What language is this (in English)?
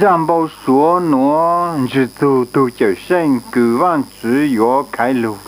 Hmong